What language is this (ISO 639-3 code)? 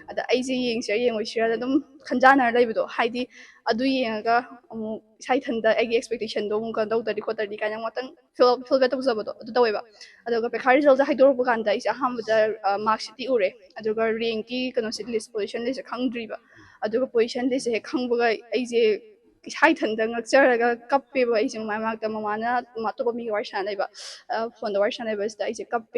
mni